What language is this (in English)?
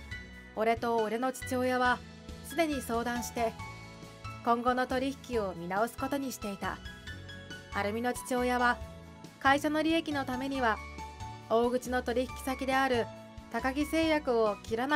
Japanese